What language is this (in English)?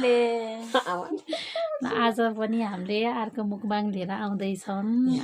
Nepali